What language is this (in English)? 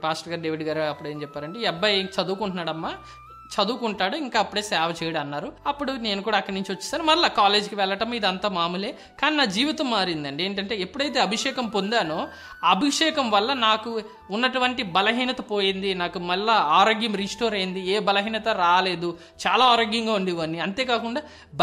Telugu